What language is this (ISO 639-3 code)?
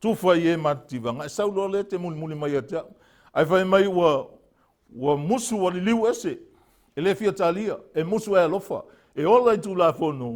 smo